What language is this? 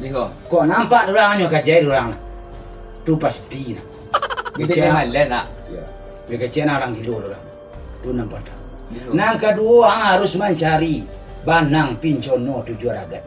Minangkabau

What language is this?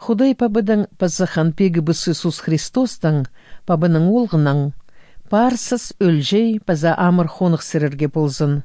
Khakas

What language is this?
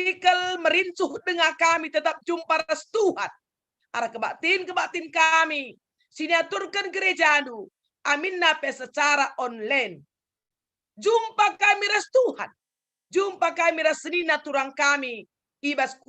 Batak Karo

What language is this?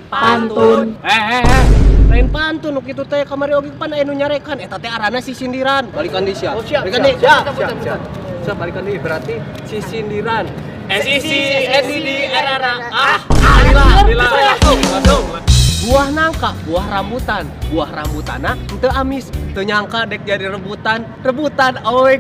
Sundanese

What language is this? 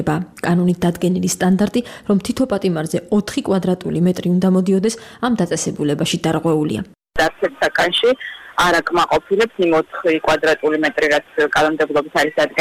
Georgian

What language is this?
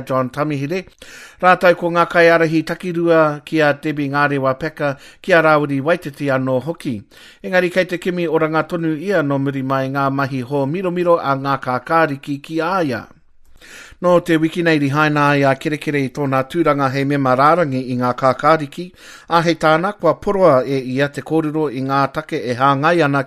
Māori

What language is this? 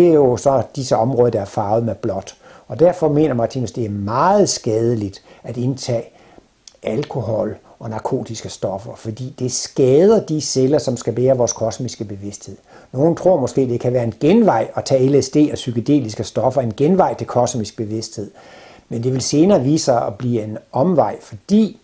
Danish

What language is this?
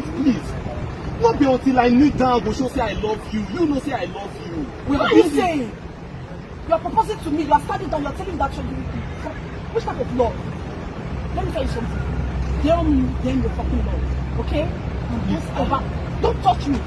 Nigerian Pidgin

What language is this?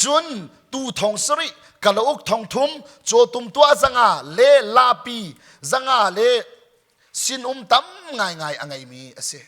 Hakha Chin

